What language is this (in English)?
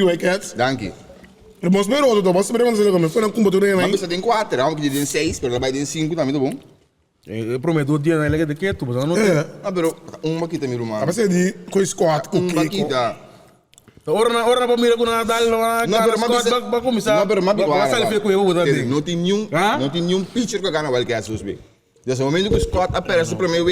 Papiamento